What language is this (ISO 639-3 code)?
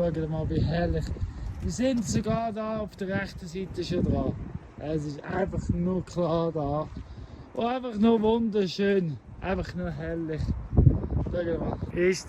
gsw